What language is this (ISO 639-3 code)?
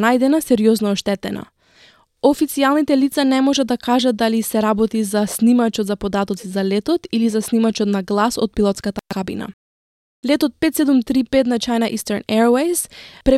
mkd